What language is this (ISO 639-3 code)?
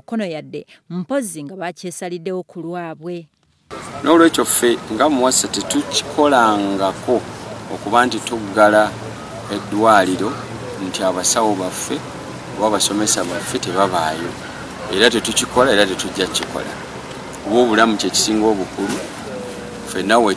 lug